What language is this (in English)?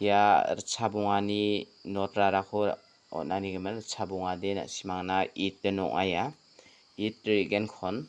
Garo